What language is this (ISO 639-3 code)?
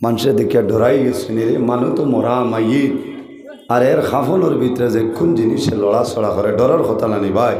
syl